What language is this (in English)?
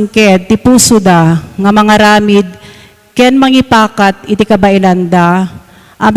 Iloko